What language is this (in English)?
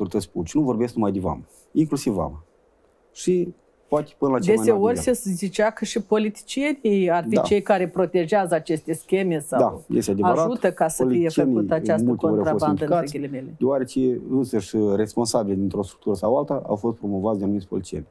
Romanian